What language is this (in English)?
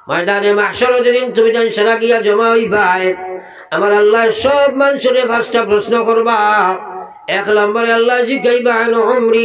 Sylheti